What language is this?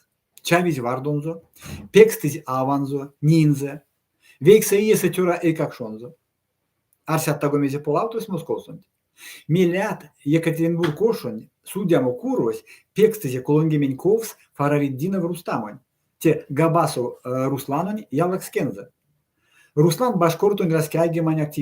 Erzya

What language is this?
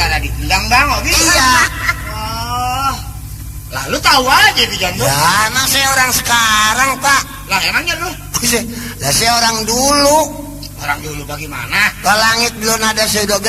Betawi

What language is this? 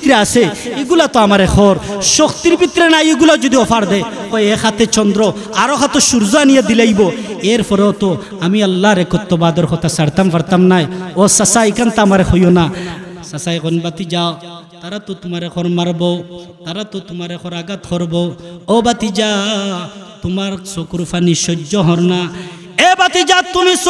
Sylheti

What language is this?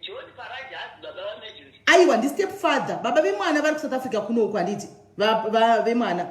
Shona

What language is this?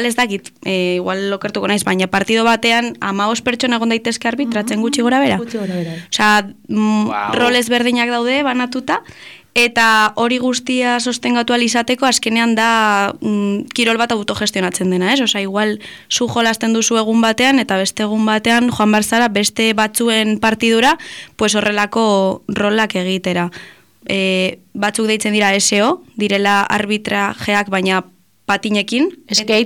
Basque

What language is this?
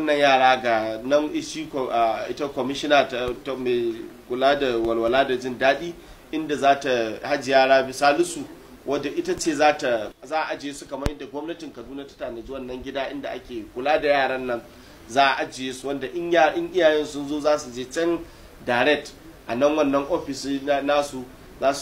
Hausa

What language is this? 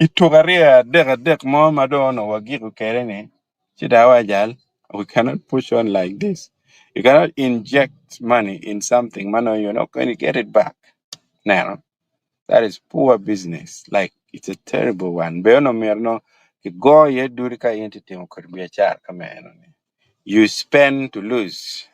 Acoli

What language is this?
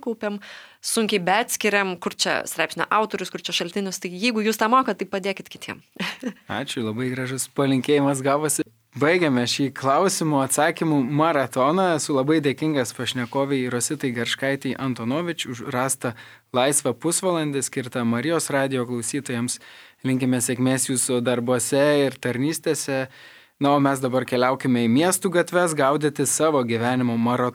Lithuanian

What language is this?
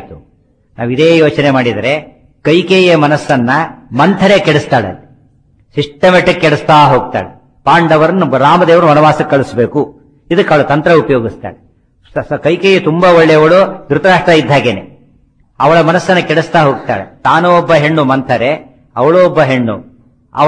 Kannada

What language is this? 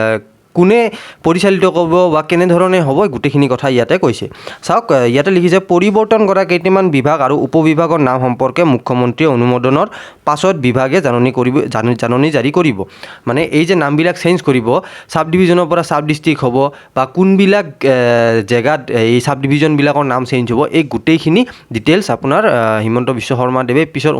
Assamese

